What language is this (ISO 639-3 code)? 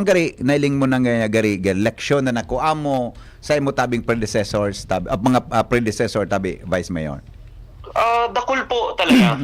bik